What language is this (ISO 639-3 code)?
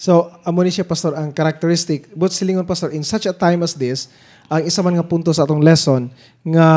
hil